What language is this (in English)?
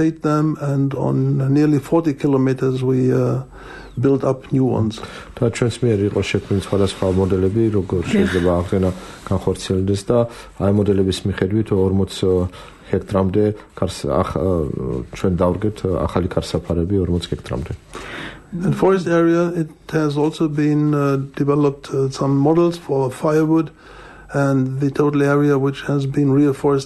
Georgian